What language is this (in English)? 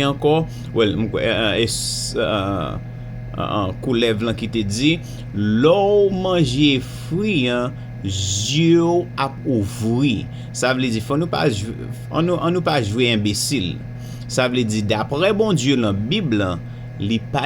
Haitian Creole